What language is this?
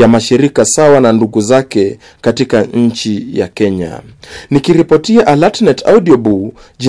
Swahili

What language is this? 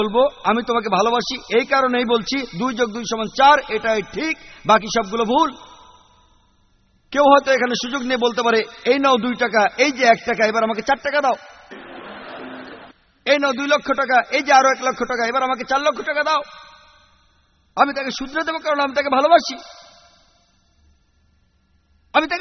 Bangla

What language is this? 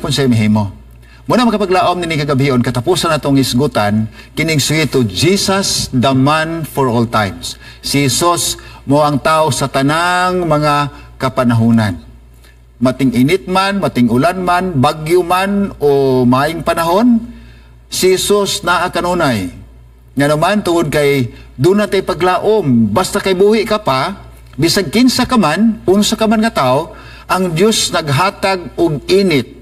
Cebuano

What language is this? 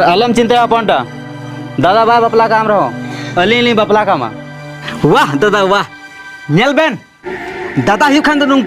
Santali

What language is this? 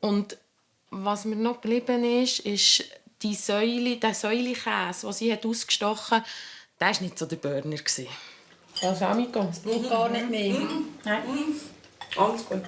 Swiss German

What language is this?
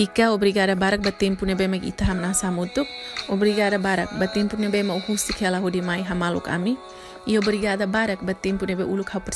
Tetum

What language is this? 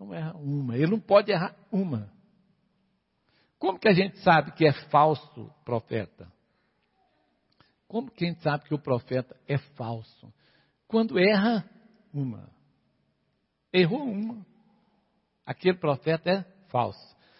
Portuguese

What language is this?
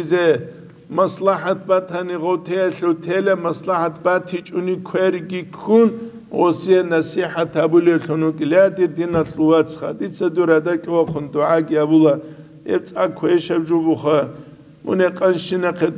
Avaric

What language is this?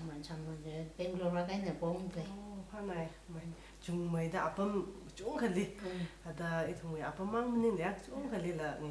Tangkhul Naga (India)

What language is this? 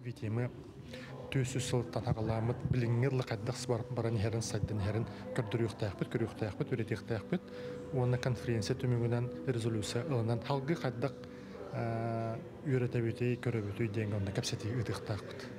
Yakut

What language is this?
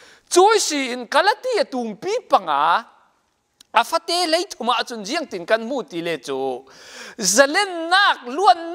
Falam Chin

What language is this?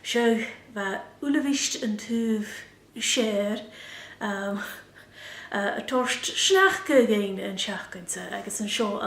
Scottish Gaelic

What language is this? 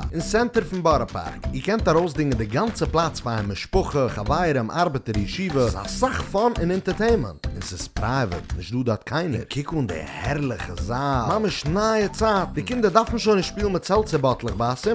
Yiddish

